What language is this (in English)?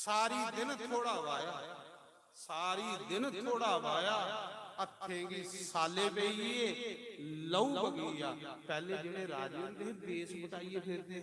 Dogri